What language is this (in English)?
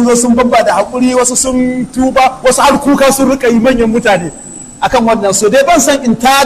Hausa